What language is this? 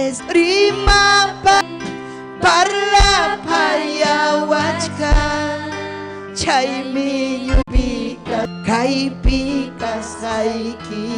Ayacucho Quechua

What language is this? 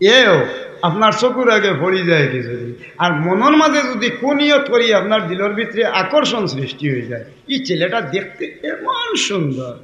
Sylheti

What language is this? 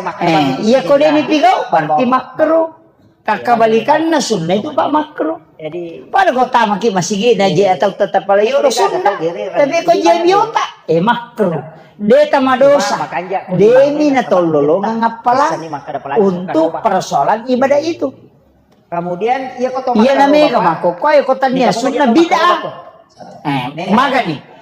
Buginese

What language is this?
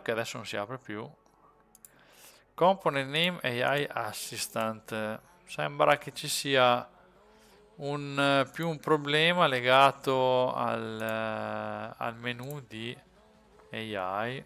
Italian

